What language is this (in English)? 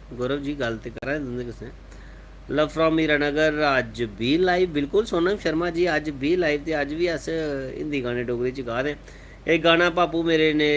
Dogri